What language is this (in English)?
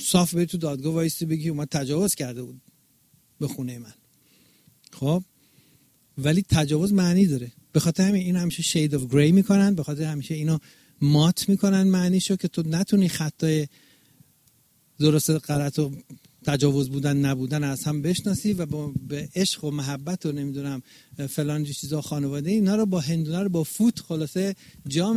Persian